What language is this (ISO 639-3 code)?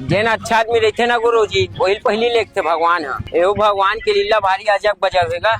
hne